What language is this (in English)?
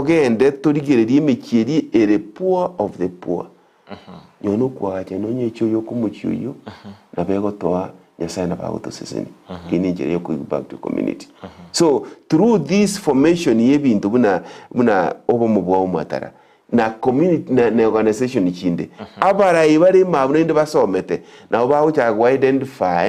Gusii